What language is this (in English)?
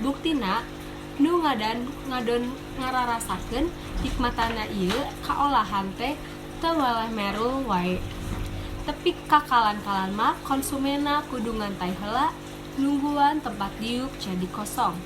Sundanese